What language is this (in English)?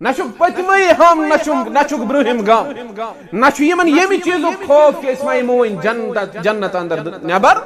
Kashmiri